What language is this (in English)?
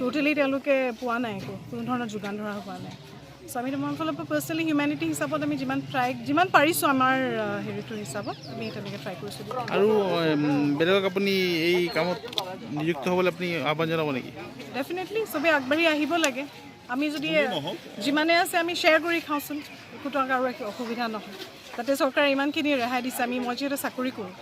Assamese